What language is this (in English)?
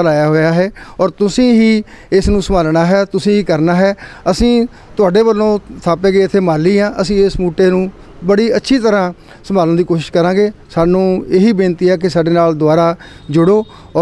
Punjabi